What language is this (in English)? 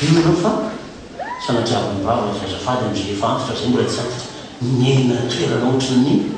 Malagasy